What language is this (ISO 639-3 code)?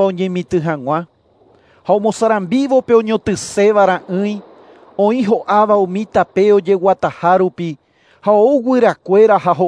grn